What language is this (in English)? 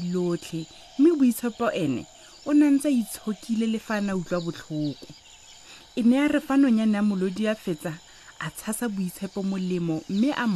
Tswana